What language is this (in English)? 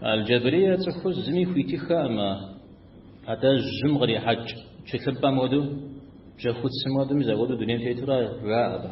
Kabardian